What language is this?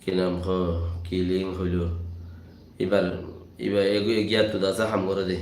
Rohingya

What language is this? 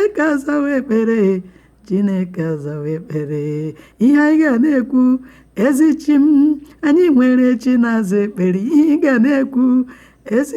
Igbo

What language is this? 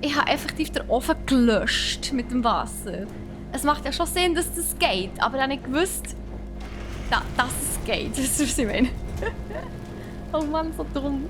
Swiss German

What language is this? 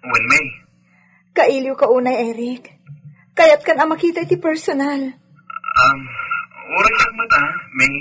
Iloko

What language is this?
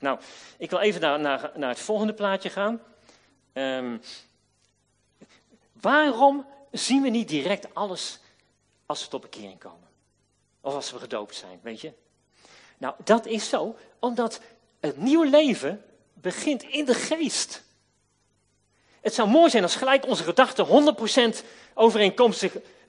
Dutch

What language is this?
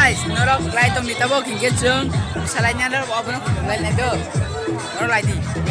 Kok Borok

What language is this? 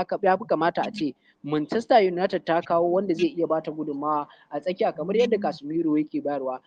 Hausa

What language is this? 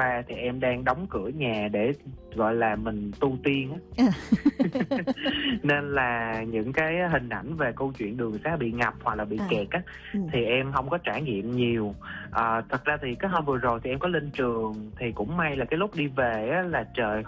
Vietnamese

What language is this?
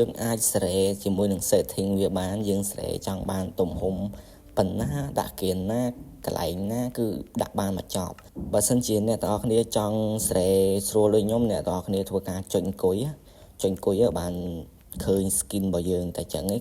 Khmer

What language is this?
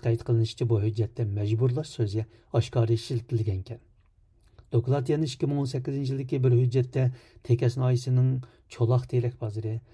Uyghur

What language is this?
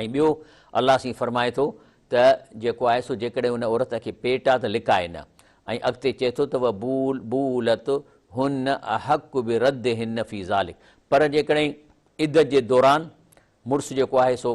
Sindhi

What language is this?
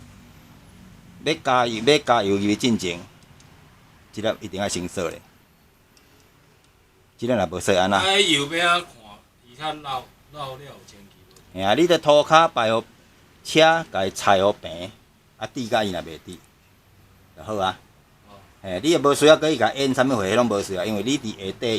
Min Nan Chinese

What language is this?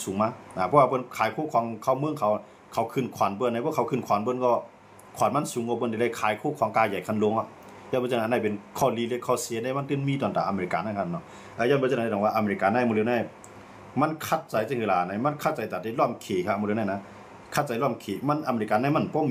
Shan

